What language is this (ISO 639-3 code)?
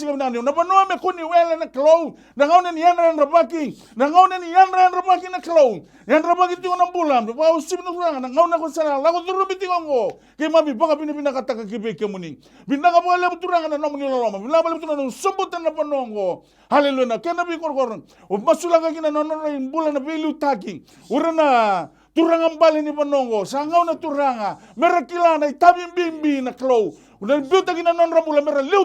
fij